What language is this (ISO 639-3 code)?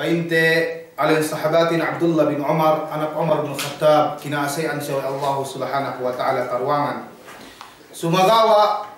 yka